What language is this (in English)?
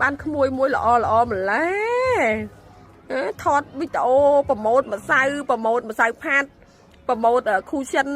Khmer